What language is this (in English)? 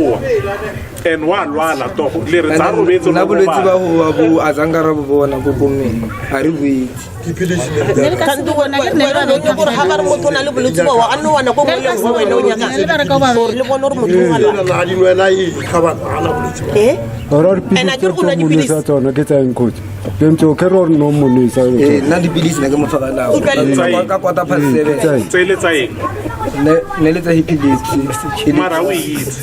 Northern Sotho